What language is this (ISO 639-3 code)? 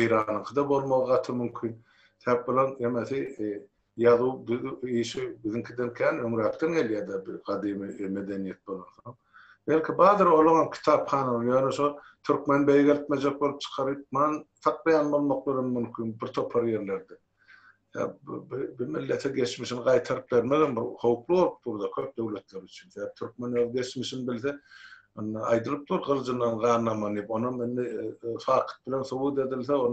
tuk